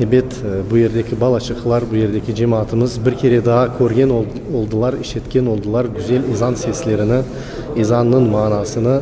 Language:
Crimean Tatar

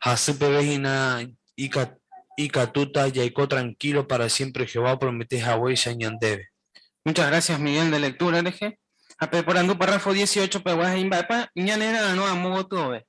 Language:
Guarani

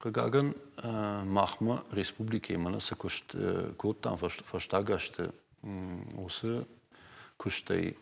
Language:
Ossetic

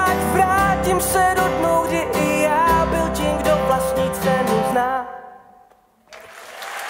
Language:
Czech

